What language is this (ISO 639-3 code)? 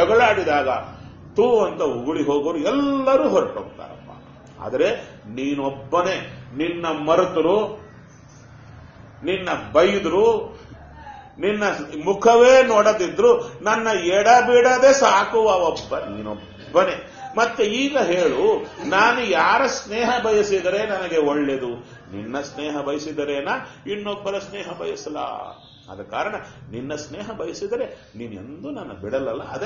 kan